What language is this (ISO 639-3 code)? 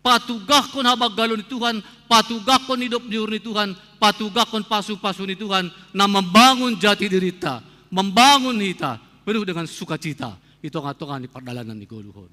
bts